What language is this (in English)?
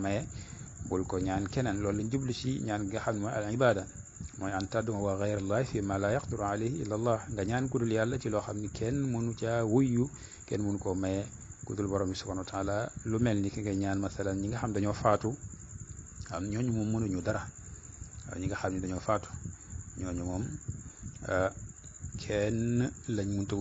Wolof